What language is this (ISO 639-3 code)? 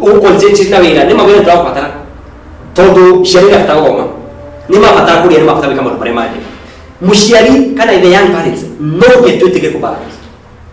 kik